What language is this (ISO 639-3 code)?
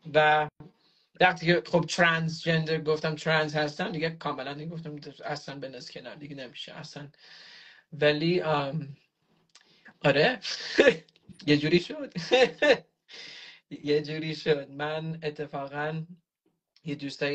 fas